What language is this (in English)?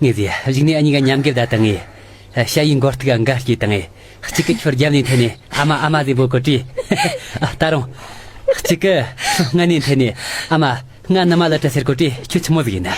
Tibetan